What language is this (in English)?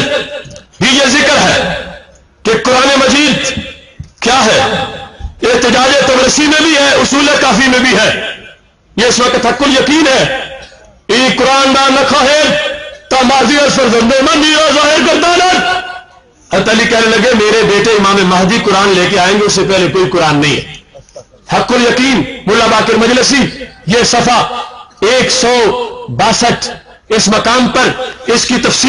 Urdu